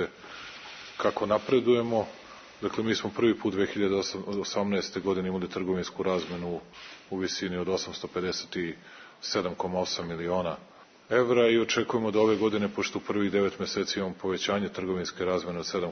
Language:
Serbian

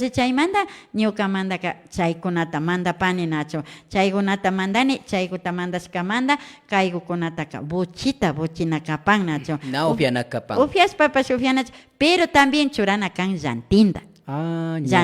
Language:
Imbabura Highland Quichua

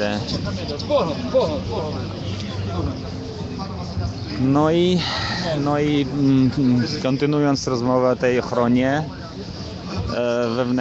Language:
Polish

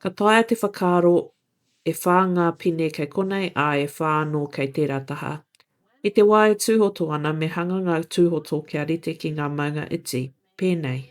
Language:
Māori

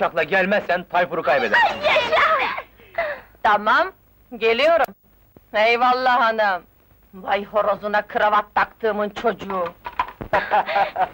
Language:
Turkish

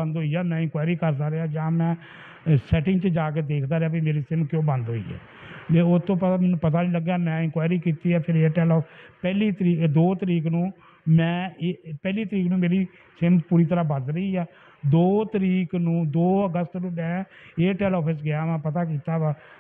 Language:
Punjabi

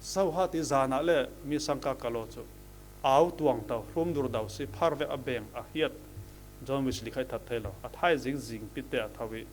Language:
Falam Chin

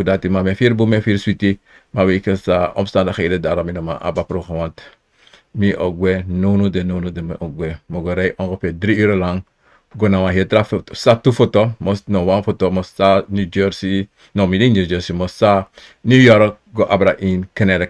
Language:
Sranan Tongo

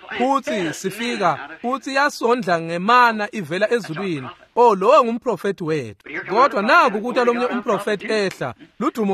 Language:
Swati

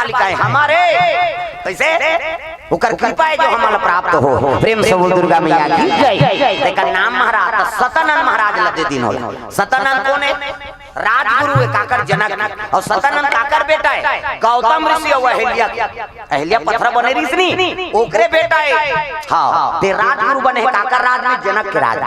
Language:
Chhattisgarhi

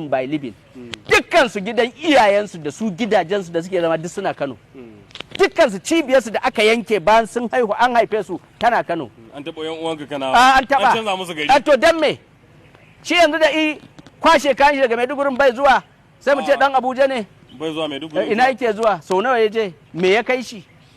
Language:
Hausa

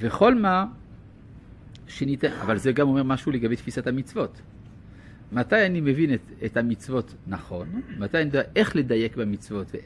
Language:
Hebrew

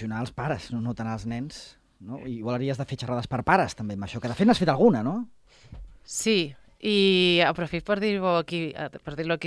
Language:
Catalan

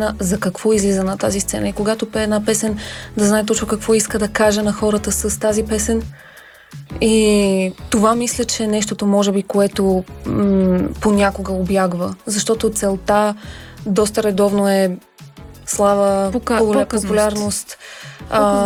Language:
Bulgarian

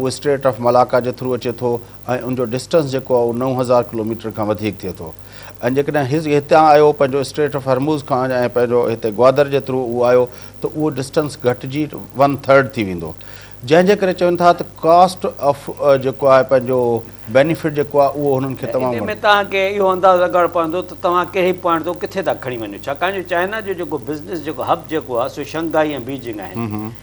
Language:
Sindhi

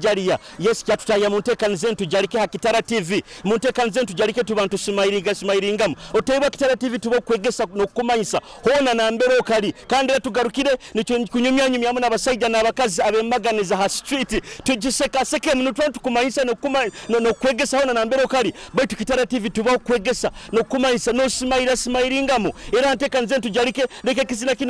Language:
Nyoro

